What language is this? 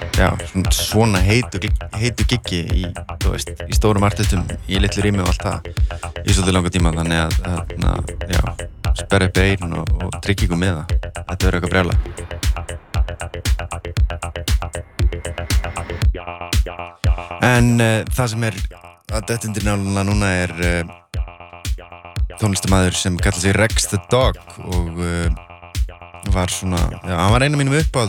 Icelandic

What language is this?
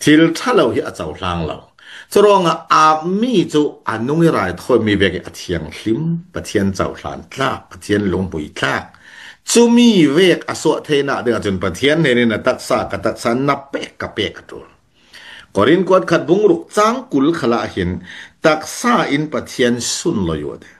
Falam Chin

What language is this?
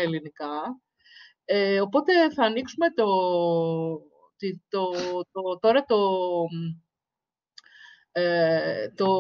Greek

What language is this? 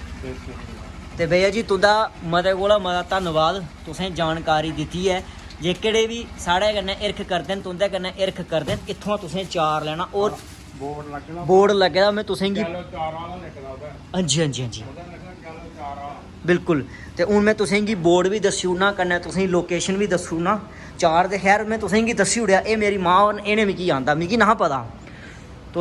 Dogri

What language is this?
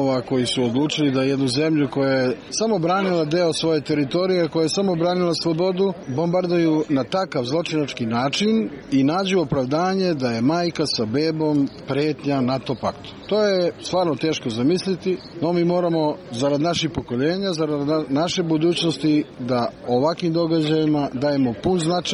Serbian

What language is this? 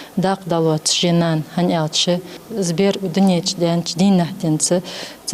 Ingush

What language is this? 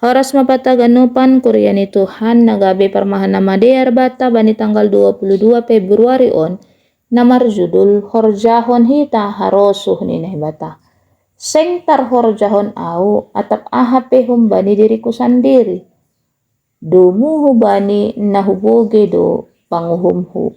Batak Simalungun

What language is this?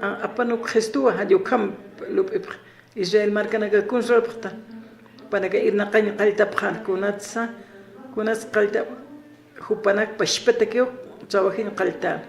Aymara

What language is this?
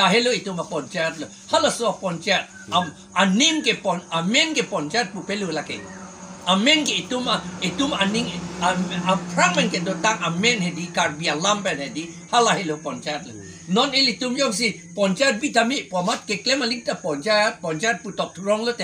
Karbi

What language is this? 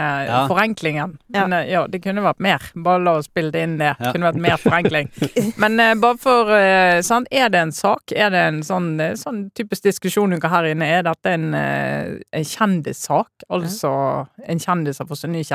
Norwegian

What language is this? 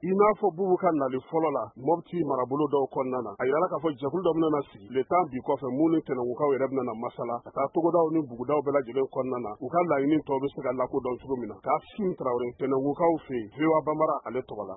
Bambara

